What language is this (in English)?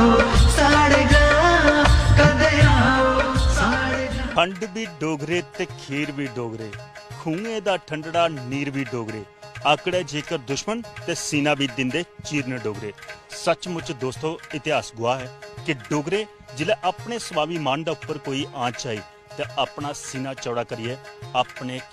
Dogri